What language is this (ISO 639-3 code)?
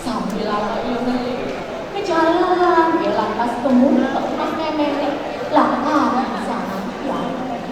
ban